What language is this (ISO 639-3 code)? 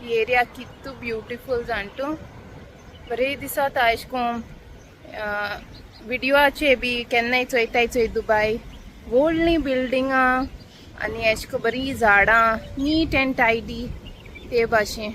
kok